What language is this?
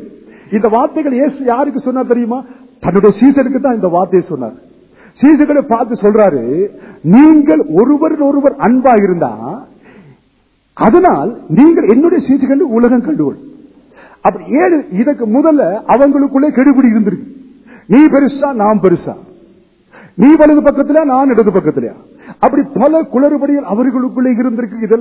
Tamil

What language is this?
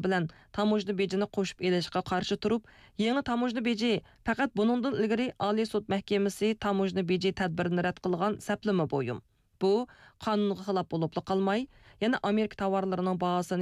Uyghur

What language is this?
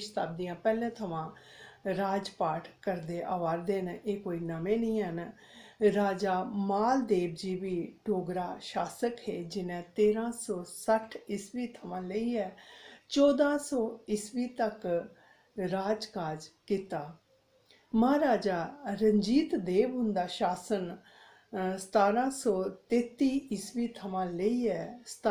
Dogri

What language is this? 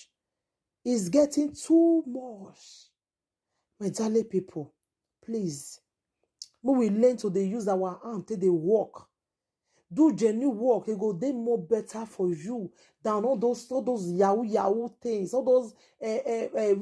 Nigerian Pidgin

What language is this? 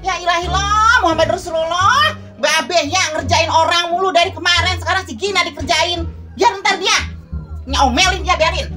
Betawi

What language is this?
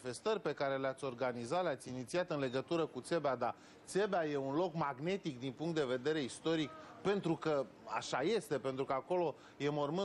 Romanian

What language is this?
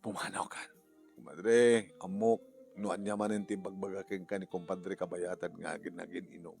Iloko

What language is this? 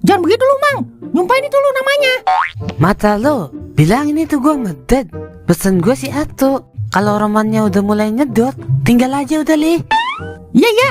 Betawi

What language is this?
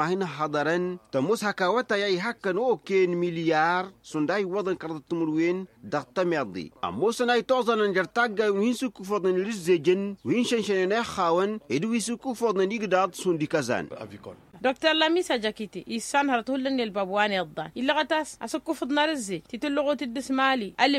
Tamasheq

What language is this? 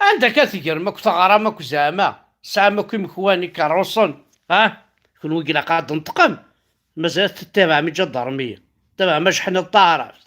Kabyle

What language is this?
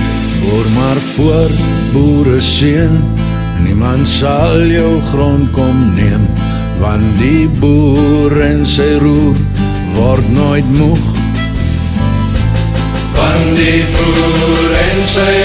Afrikaans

